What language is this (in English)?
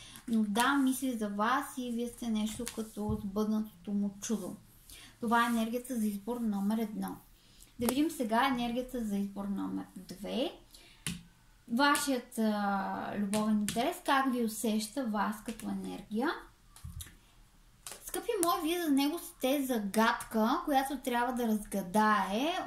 Bulgarian